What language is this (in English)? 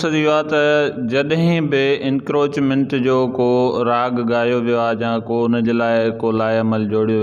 Sindhi